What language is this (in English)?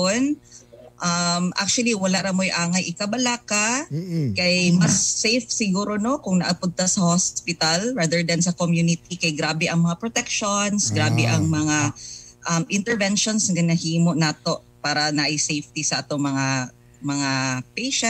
Cebuano